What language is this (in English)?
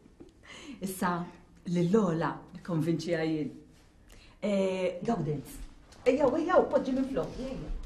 Maltese